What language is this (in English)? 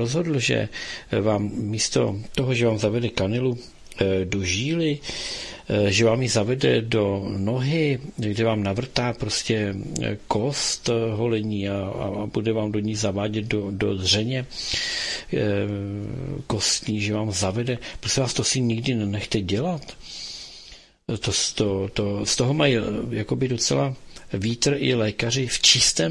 Czech